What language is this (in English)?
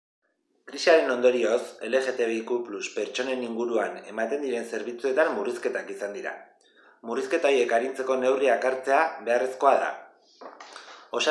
Basque